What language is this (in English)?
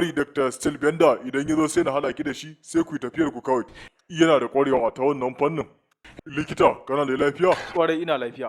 Hausa